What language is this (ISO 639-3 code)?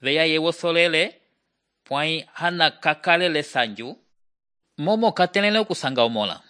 umb